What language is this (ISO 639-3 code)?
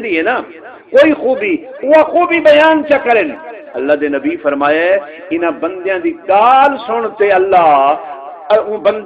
skr